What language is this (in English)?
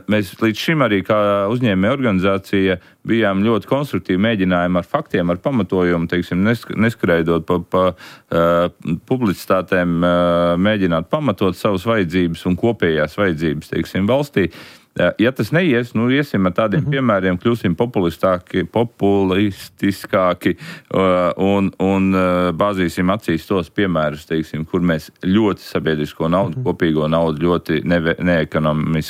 Latvian